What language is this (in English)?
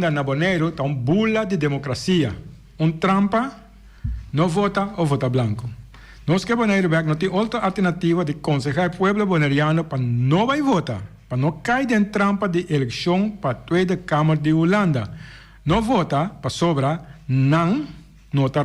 Papiamento